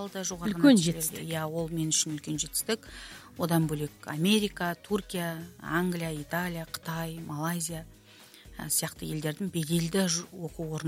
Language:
Kazakh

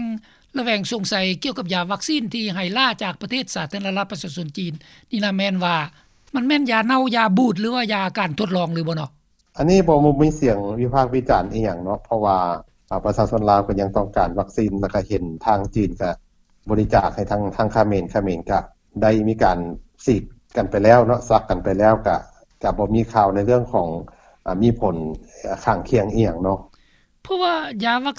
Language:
Lao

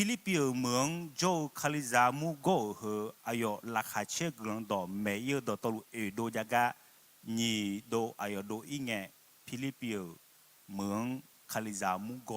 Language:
Akha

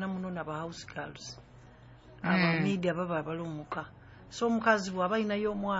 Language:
Nyoro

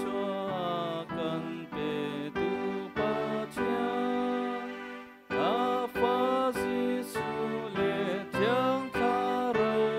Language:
Hakha Chin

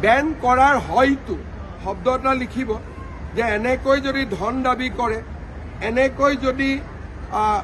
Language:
Assamese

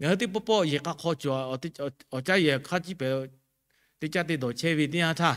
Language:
Lahu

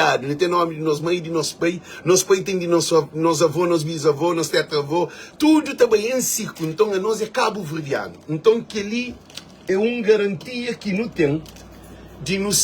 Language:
Kabuverdianu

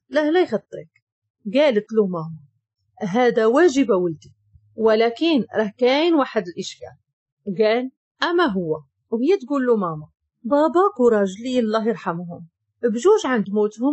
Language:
Moroccan Arabic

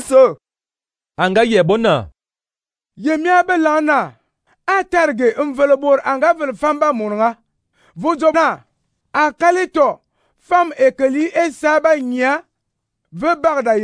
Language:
Fang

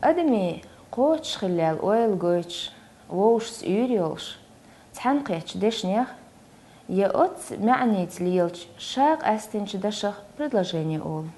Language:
Chechen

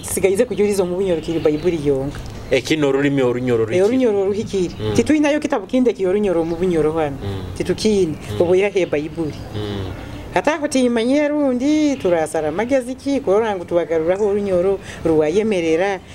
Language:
Nyoro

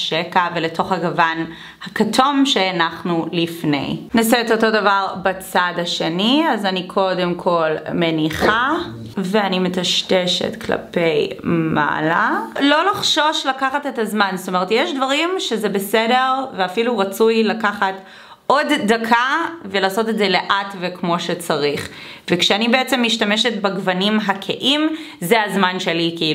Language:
Hebrew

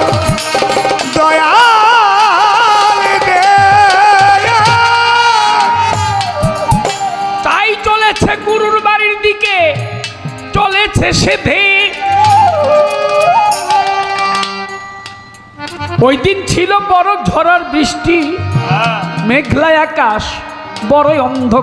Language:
Bangla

